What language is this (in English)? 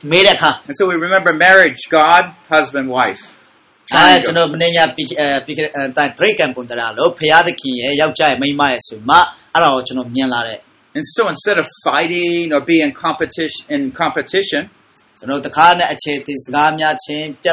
Burmese